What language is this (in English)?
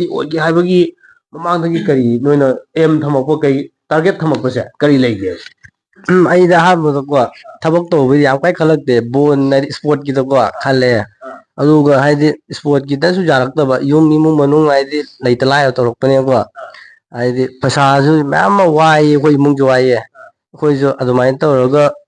Manipuri